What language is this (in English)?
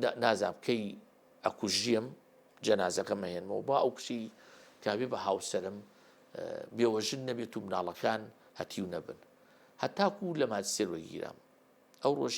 Central Kurdish